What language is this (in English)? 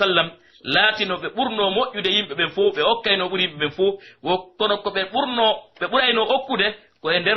Pular